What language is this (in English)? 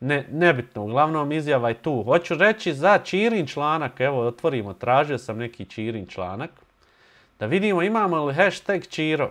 Bosnian